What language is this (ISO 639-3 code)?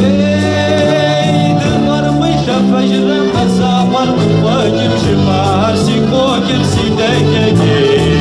kbd